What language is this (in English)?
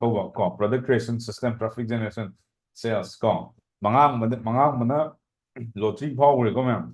Manipuri